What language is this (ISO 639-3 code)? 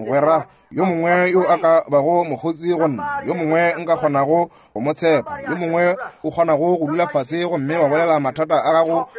nso